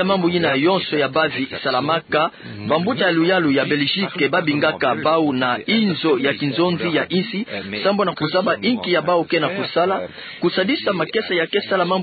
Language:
Kituba (Democratic Republic of Congo)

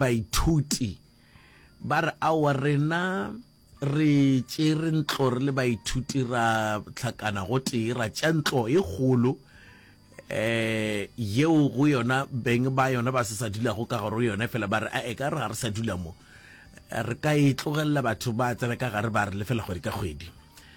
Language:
Northern Sotho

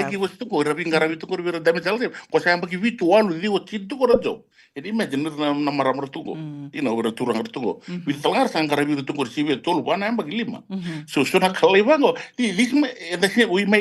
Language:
Fijian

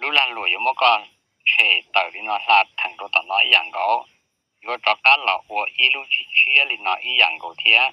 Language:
Hmong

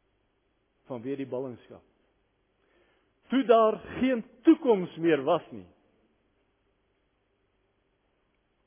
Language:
Afrikaans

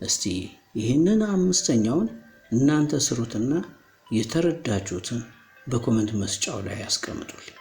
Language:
Amharic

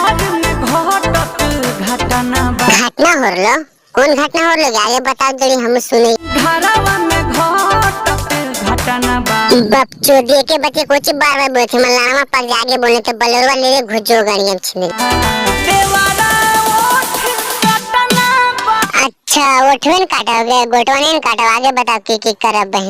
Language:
Magahi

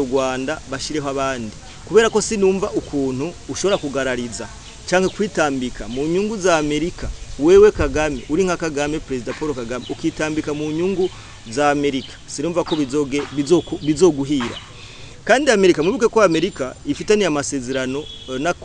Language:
Rundi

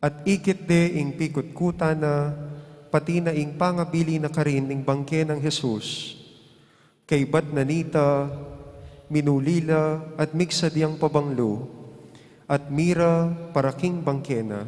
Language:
Pampanga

